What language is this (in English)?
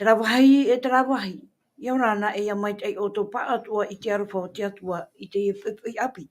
Tahitian